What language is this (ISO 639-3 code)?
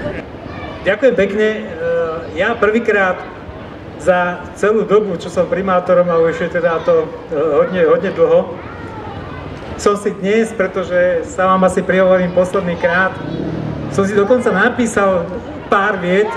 slk